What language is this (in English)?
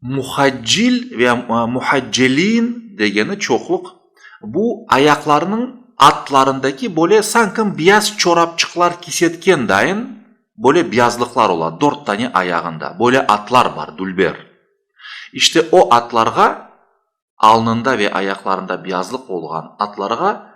Crimean Tatar